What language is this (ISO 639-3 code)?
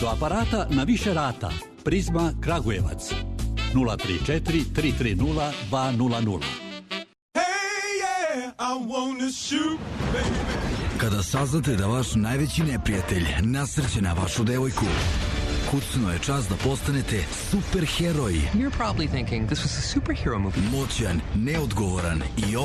srp